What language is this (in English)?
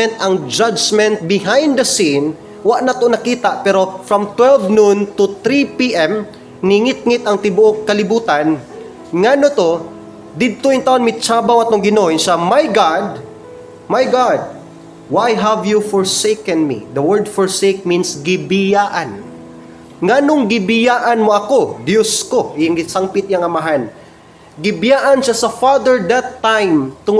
Cebuano